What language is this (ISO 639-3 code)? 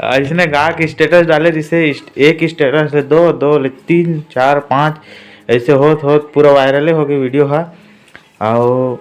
hne